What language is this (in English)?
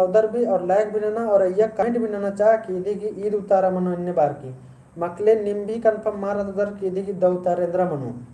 Kurukh